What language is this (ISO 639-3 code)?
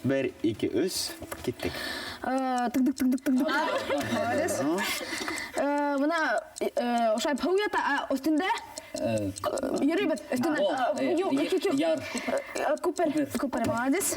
bak